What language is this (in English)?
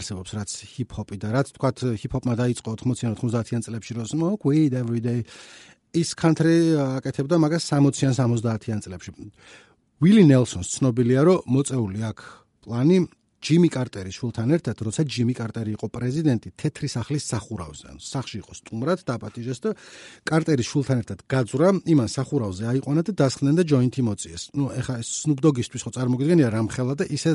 Georgian